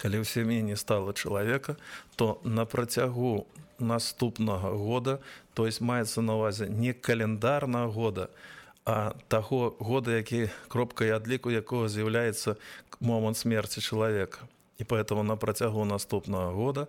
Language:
Belarusian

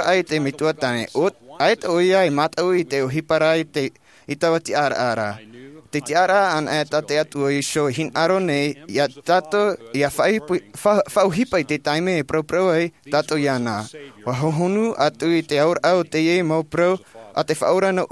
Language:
Tahitian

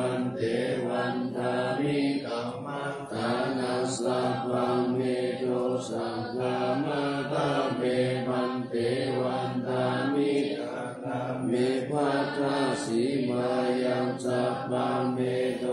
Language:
Pali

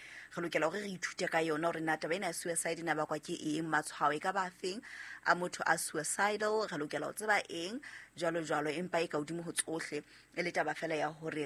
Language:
Southern Sotho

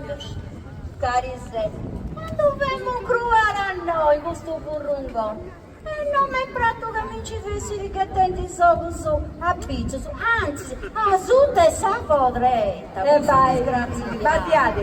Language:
Sardinian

